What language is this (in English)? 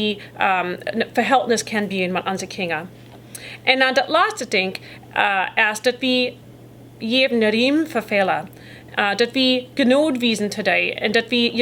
Plautdietsch